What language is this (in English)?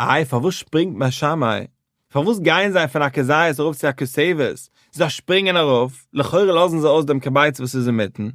Yiddish